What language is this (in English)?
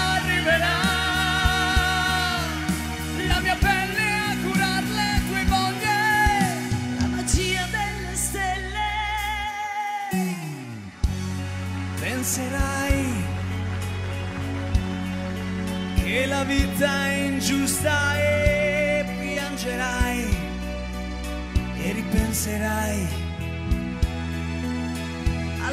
Italian